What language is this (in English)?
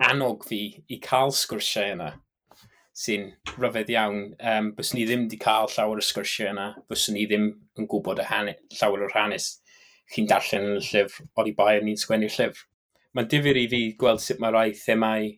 Welsh